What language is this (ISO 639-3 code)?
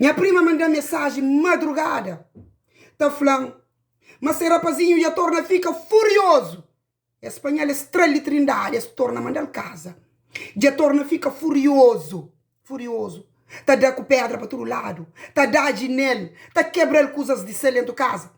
kea